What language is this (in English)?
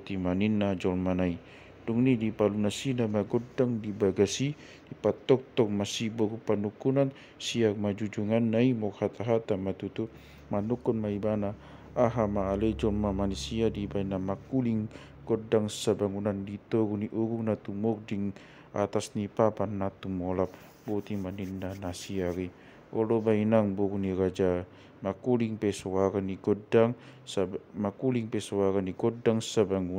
Batak Toba